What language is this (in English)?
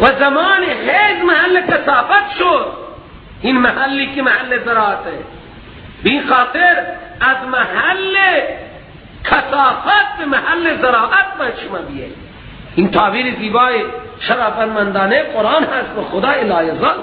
Persian